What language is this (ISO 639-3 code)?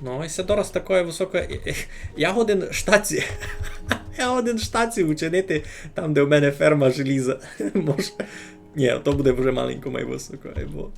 rue